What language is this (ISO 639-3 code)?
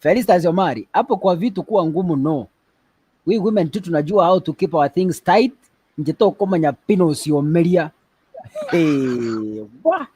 guz